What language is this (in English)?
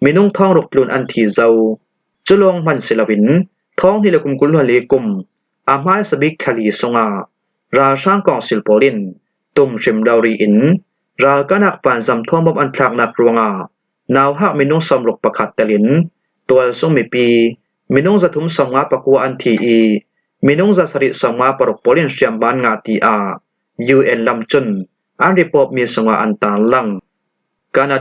Falam Chin